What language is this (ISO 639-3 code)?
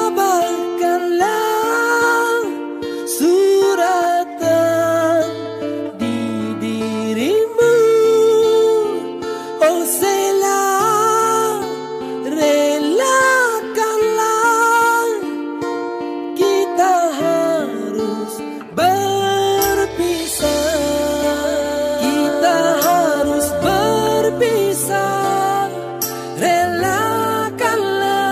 ind